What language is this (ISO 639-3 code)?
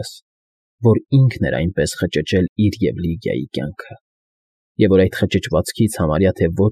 hye